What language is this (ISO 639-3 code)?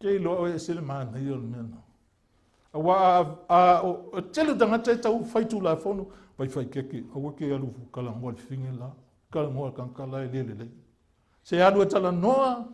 smo